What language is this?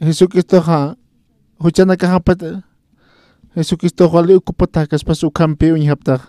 Aymara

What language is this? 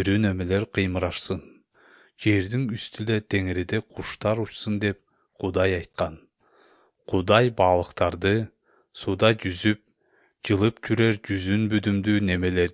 Kyrgyz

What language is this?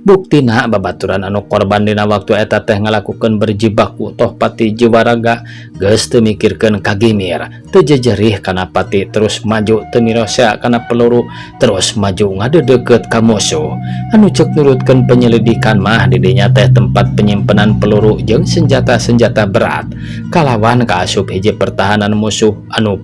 Sundanese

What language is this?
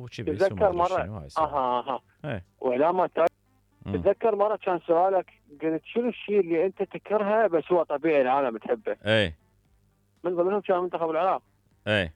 Mesopotamian Arabic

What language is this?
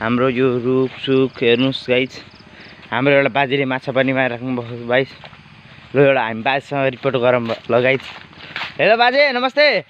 Nepali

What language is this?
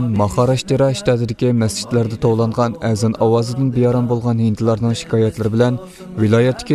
Uyghur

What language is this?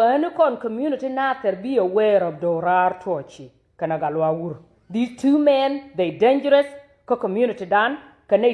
Nuer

